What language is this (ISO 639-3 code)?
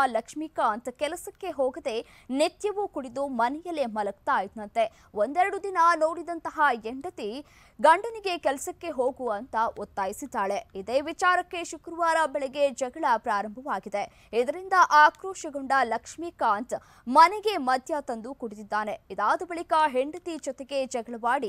kan